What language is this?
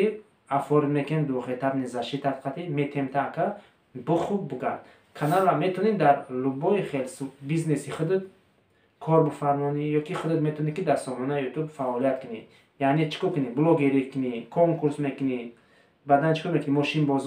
Tajik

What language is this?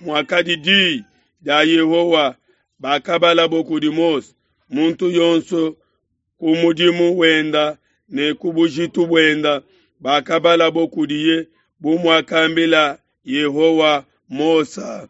Luba-Lulua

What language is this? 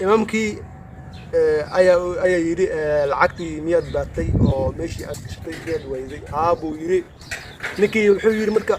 Somali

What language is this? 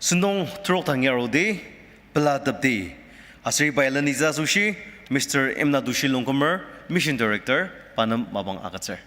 Ao Naga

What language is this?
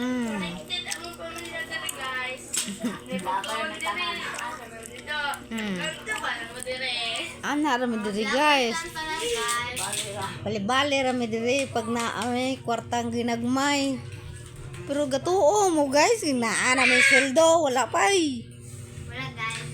Cebuano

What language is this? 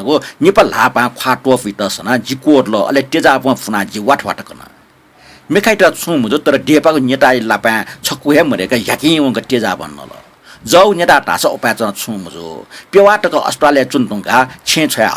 Newari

